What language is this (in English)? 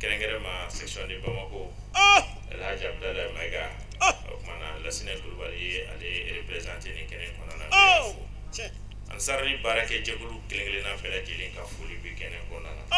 Bambara